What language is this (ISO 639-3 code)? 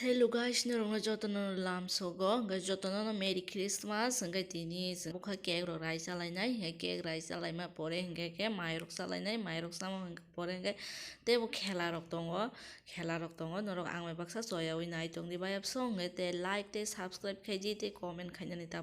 trp